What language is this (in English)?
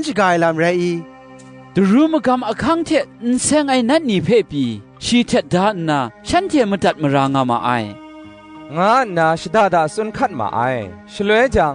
Kachin